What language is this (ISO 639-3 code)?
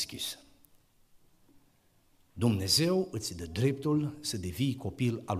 ron